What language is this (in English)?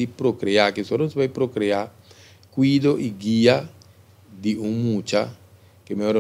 Papiamento